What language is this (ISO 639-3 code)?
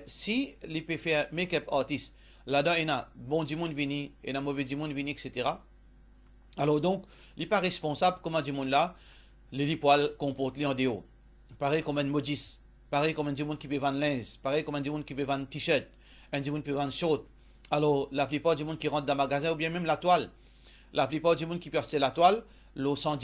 mfe